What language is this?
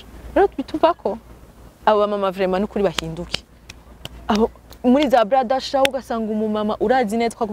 Rundi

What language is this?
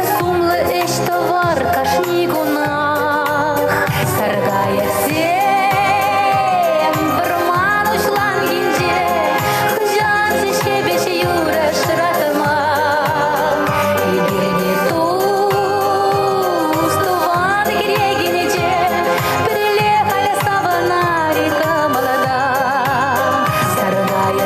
Chuvash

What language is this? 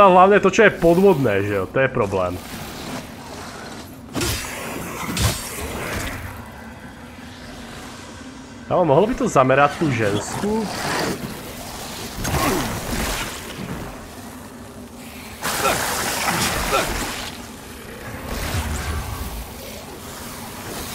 Slovak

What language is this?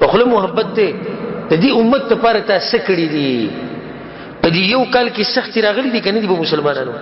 Pashto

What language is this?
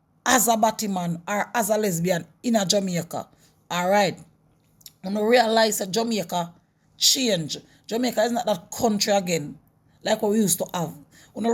Jamaican Creole English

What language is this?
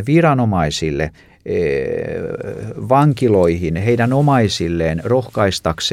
Finnish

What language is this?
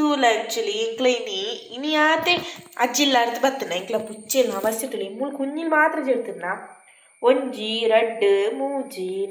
Tulu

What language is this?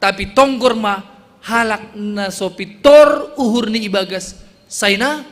Batak Simalungun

